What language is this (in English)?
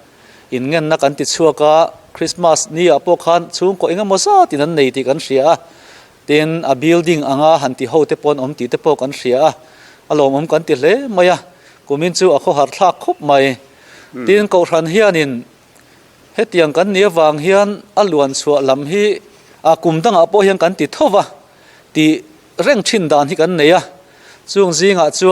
Mizo